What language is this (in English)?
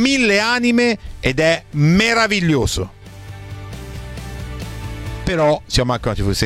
Italian